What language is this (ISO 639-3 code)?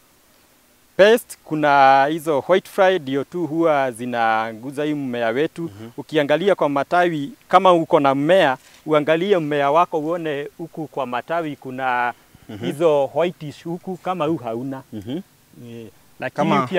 swa